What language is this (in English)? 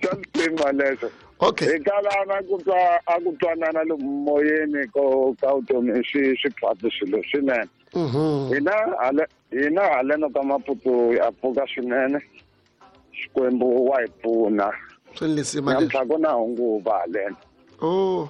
Tsonga